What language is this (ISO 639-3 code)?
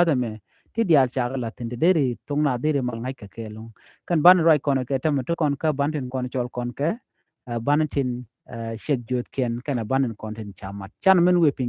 nus